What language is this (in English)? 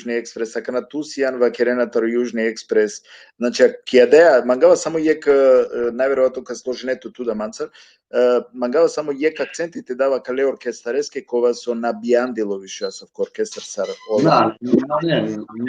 Balkan Romani